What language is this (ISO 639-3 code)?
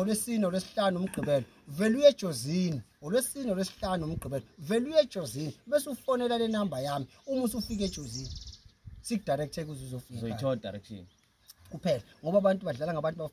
zul